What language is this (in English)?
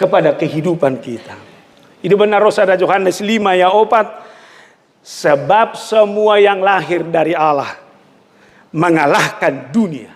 Batak Toba